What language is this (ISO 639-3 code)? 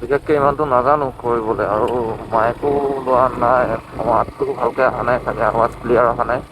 asm